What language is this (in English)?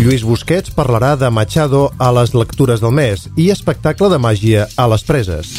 Catalan